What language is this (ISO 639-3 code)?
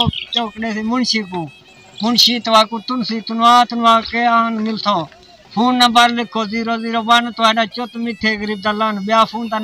skr